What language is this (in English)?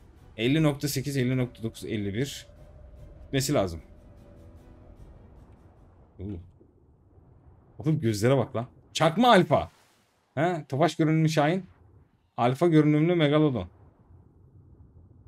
Turkish